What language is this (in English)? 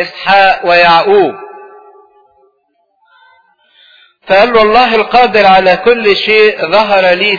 Egyptian Arabic